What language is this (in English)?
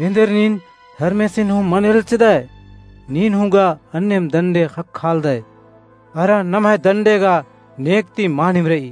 Kurukh